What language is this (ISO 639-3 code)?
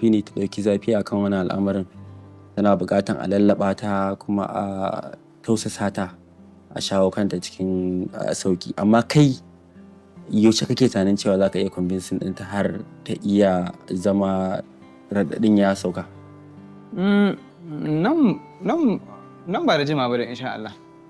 hau